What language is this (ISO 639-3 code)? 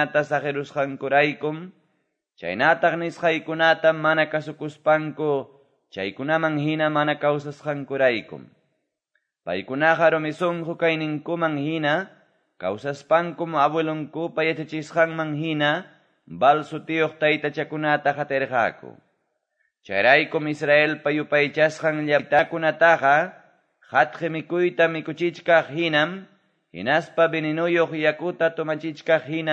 que